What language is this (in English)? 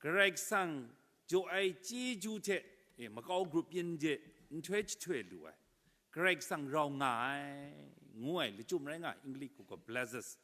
Kachin